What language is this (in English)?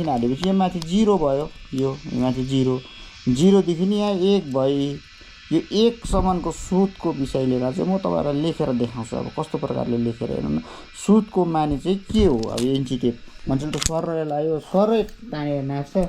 Nepali